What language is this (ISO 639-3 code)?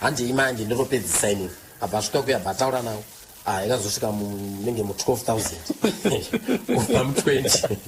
sna